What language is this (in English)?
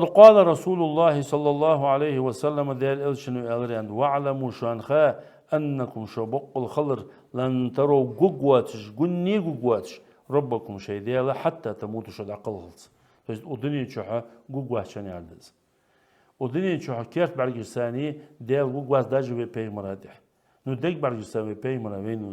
Ingush